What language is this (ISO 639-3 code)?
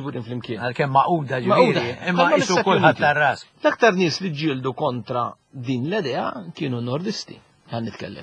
mlt